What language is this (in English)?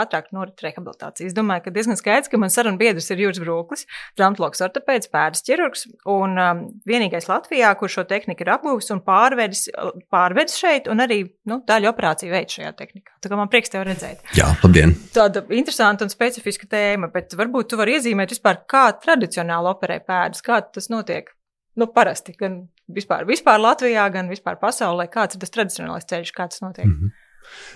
Latvian